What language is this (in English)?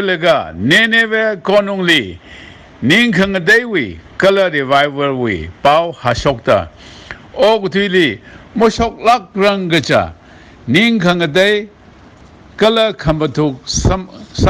Tangkhul Naga (India)